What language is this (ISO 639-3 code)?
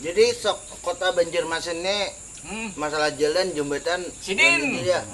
bjn